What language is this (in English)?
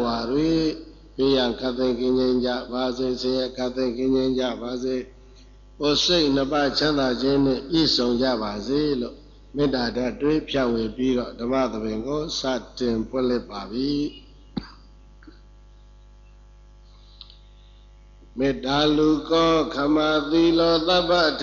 Burmese